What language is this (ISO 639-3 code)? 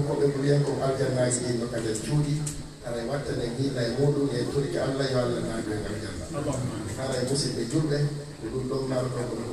ful